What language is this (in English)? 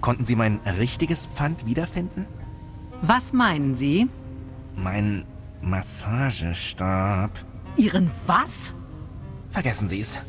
Bavarian